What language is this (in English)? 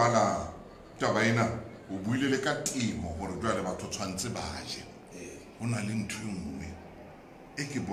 Southern Sotho